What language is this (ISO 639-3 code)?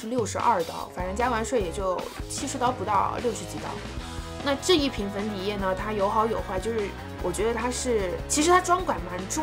zho